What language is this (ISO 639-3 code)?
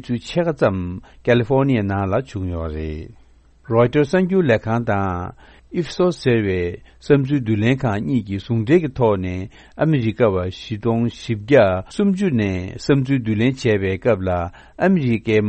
bod